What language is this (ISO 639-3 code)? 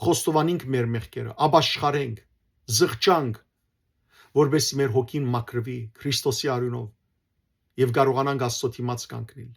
hyw